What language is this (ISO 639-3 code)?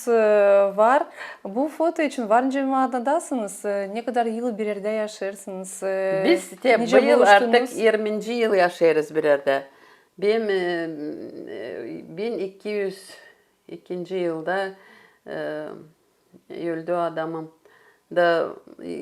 gag